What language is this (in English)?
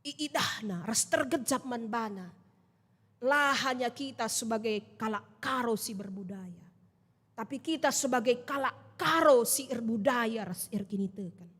Batak Karo